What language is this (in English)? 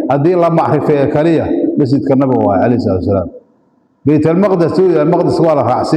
Somali